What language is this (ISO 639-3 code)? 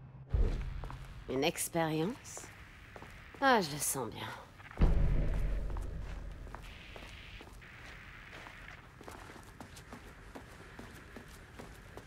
fra